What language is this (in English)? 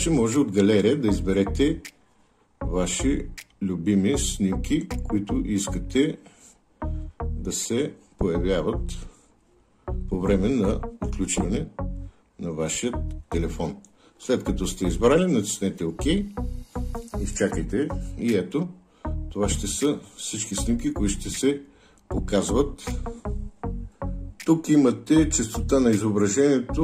Bulgarian